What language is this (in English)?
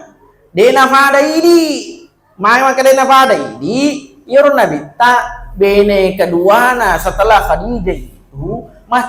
Buginese